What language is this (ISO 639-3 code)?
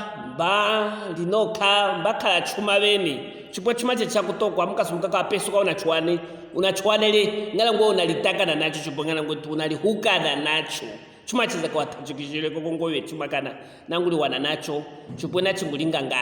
lue